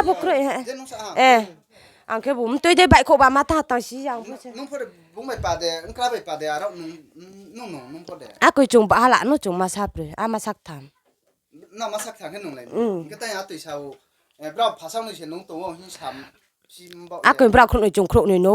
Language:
Riang (India)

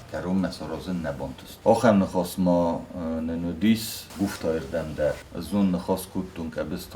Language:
Ossetic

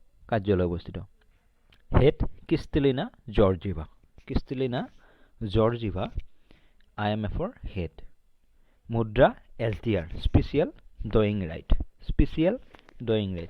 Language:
Assamese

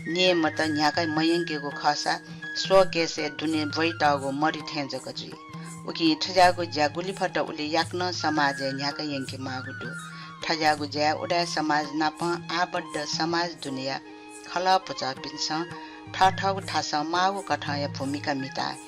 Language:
Newari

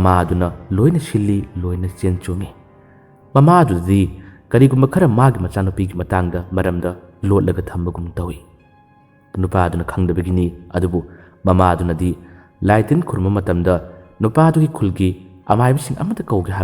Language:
Manipuri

